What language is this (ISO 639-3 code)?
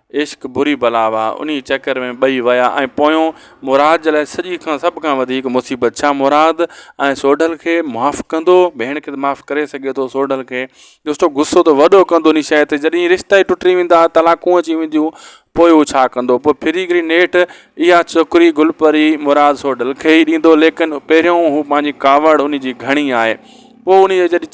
snd